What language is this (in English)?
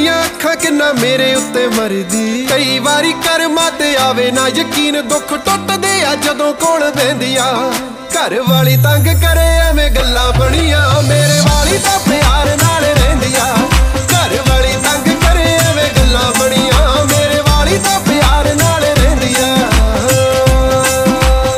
Punjabi